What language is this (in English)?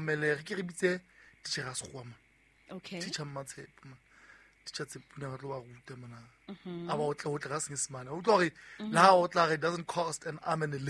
Southern Sotho